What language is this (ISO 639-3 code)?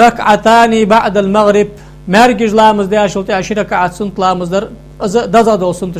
inh